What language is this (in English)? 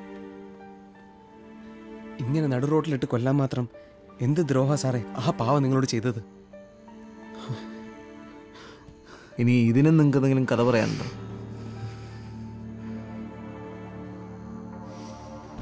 Malayalam